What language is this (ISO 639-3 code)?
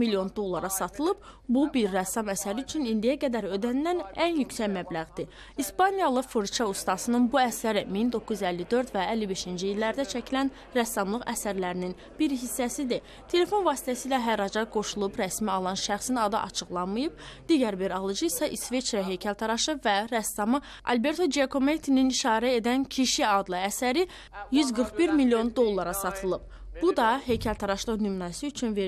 aze